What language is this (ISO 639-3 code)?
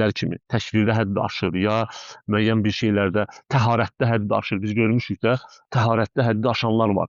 aze